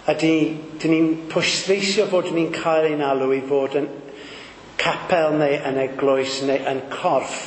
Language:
Welsh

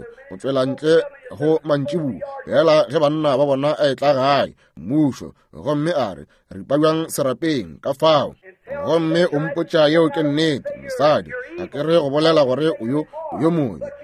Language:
Northern Sotho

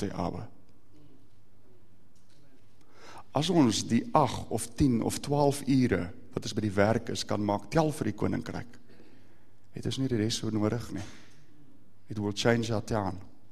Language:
Afrikaans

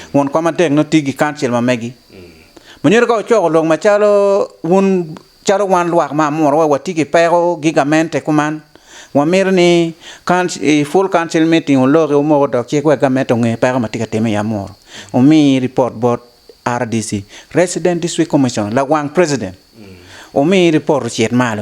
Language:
Acoli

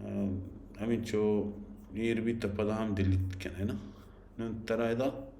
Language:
Baluchi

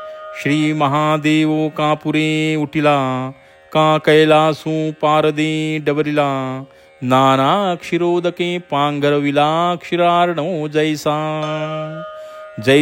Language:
Marathi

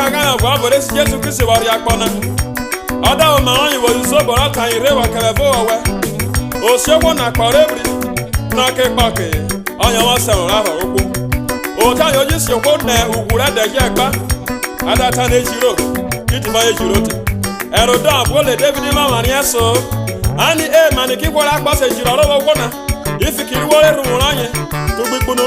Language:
Urhobo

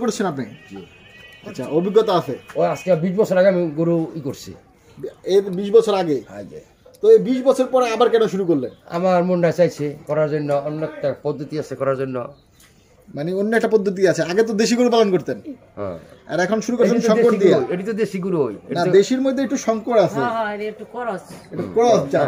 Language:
Bangla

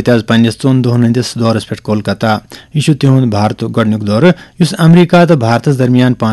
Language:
Kashmiri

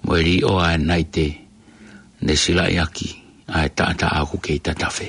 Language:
Tongan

